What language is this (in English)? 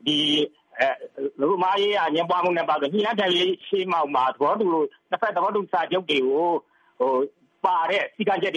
Burmese